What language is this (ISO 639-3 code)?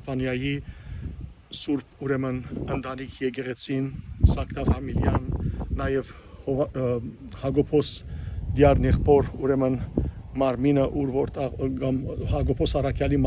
hyw